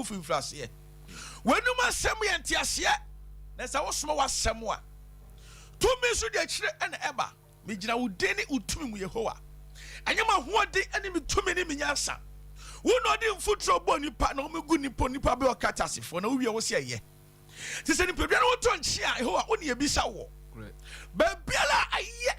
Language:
Akan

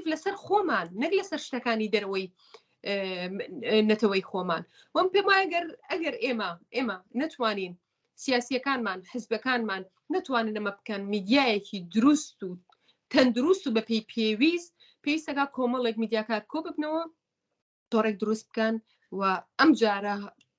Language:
Central Kurdish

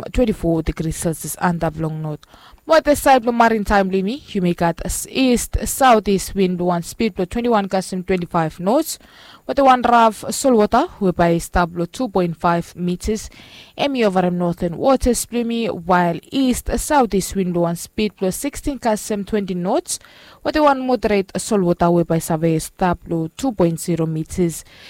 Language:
Bislama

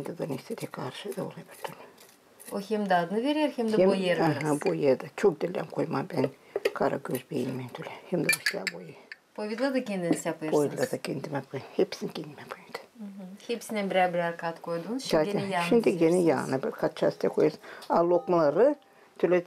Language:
Gagauz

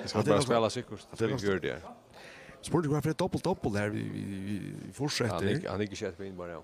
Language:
Faroese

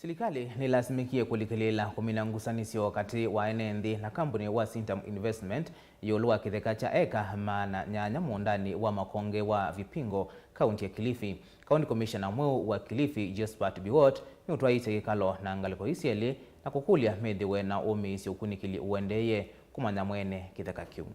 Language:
Kamba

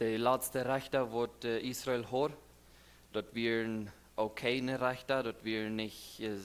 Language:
Plautdietsch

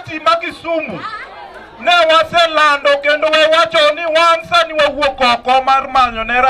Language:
Luo (Kenya and Tanzania)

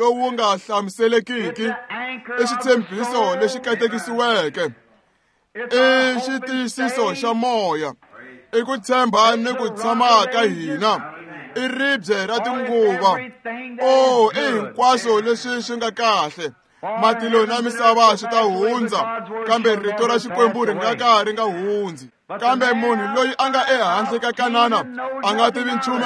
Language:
Tsonga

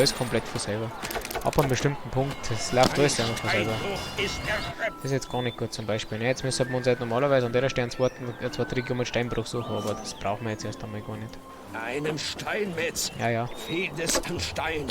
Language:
Bavarian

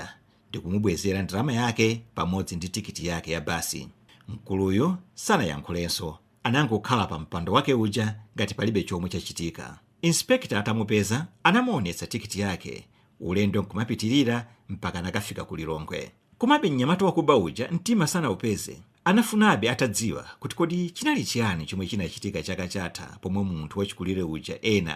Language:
Nyanja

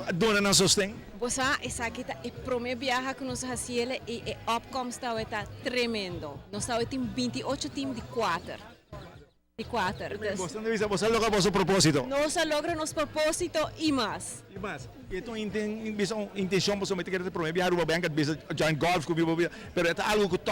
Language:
Papiamento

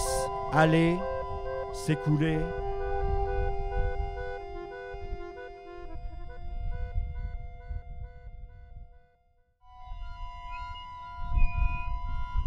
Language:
French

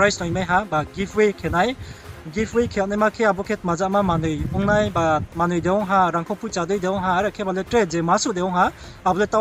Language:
Riang (India)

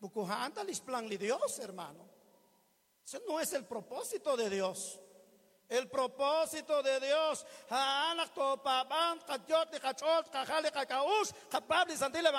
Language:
Kekchí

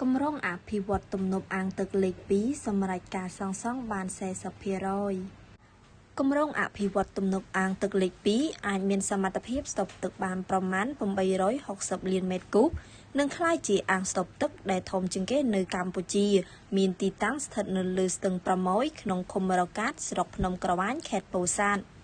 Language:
Khmer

